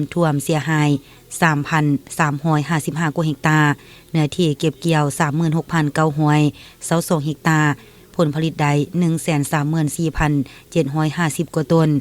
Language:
Lao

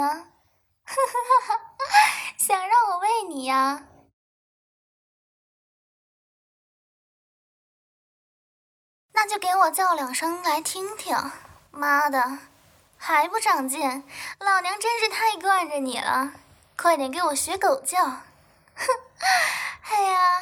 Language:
Chinese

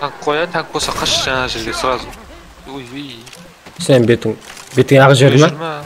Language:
Kara-Kalpak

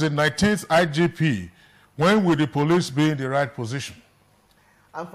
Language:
English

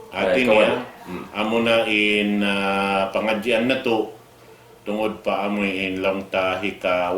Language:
Tausug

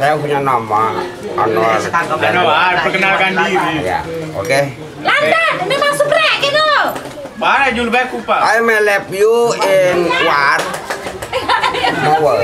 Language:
Sasak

